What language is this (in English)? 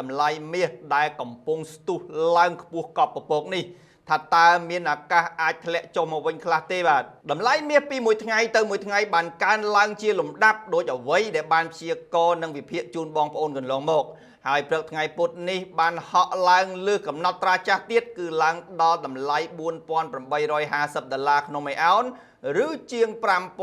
Khmer